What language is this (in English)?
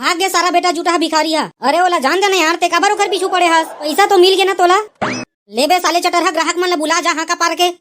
Chhattisgarhi